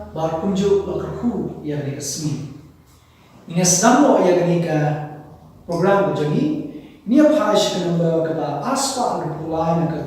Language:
Khasi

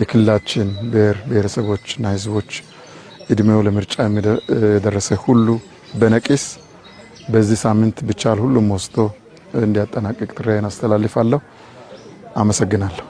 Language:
Amharic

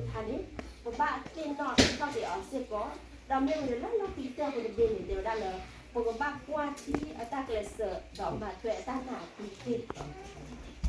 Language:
S'gaw Karen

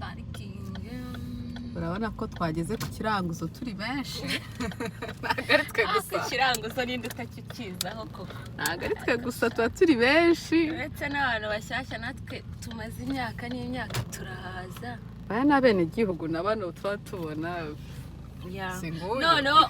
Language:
Kinyarwanda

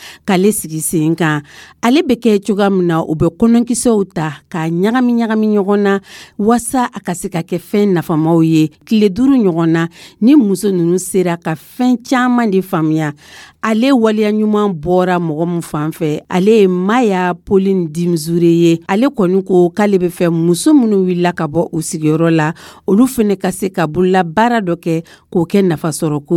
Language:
Dyula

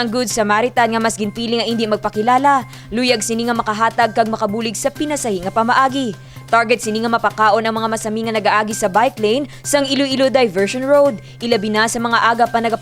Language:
Hiligaynon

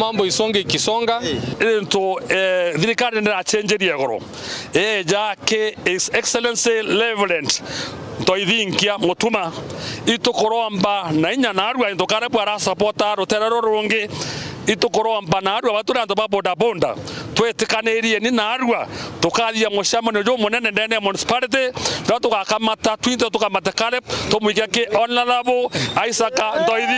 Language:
Meru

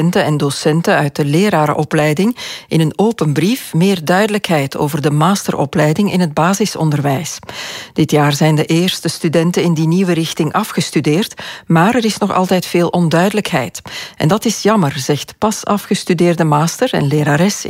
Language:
Dutch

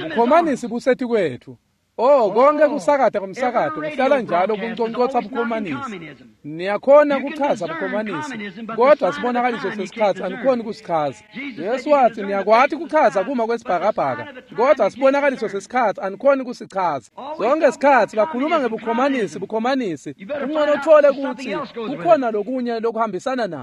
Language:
Swati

